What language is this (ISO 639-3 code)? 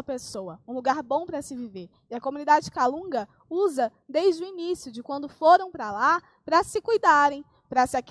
por